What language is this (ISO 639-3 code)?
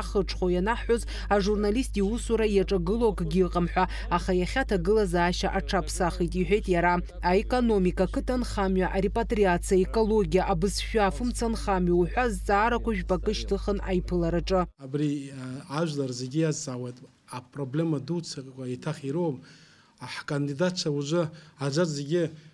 abk